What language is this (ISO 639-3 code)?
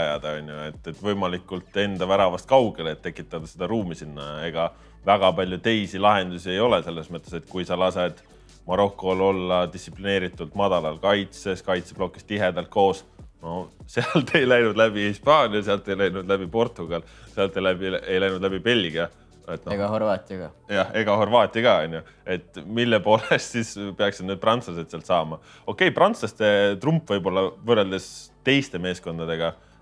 est